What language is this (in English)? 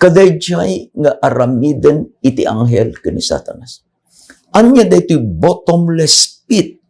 Iloko